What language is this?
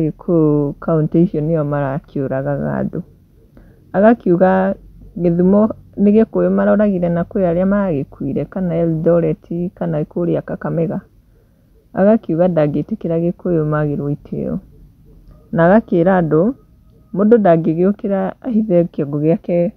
Kikuyu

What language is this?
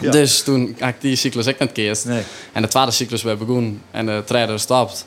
Western Frisian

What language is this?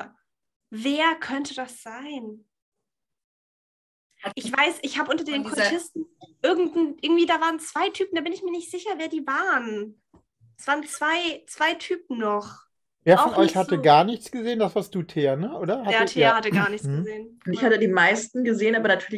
German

